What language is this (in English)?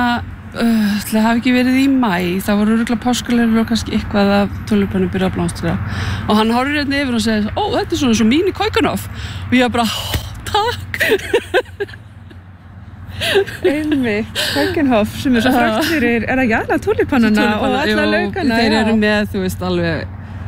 Icelandic